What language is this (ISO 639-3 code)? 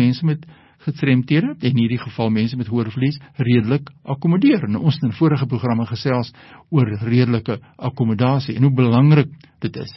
afr